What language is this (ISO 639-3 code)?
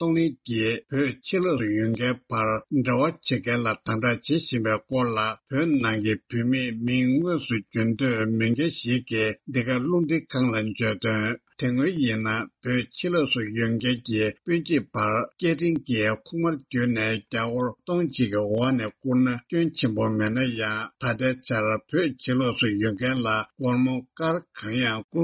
bod